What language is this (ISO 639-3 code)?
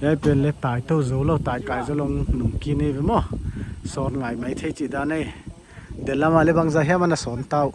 pck